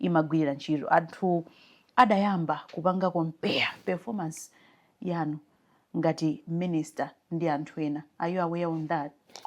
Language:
Nyanja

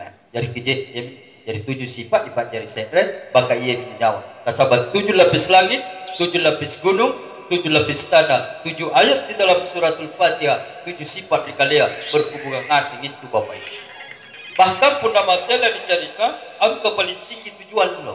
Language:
Makasar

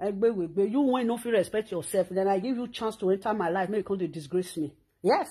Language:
Nigerian Pidgin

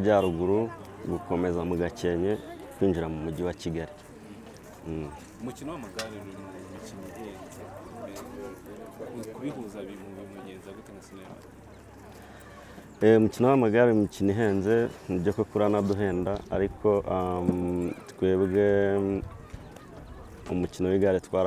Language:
Kinyarwanda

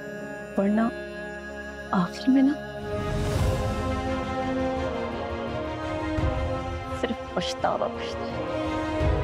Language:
Hindi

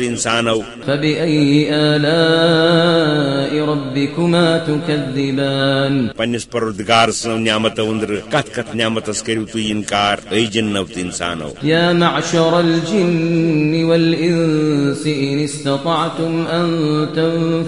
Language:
Kashmiri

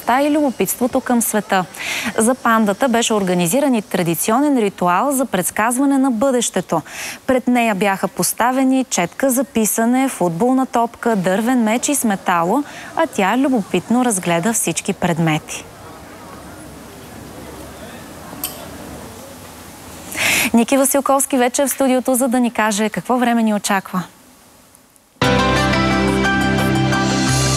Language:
Bulgarian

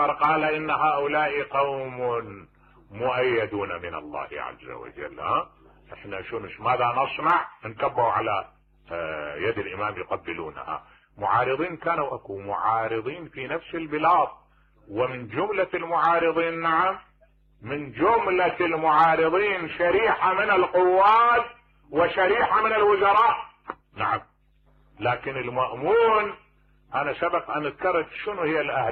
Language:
Mesopotamian Arabic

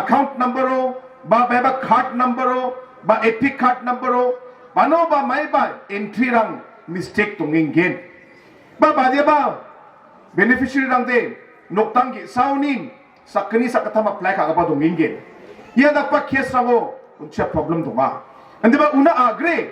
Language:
Garo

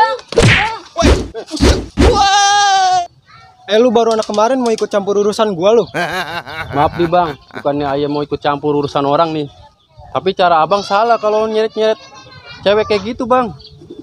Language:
Betawi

